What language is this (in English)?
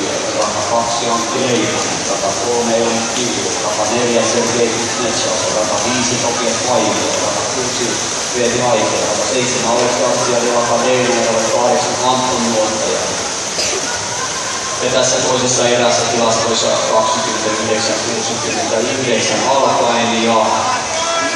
Finnish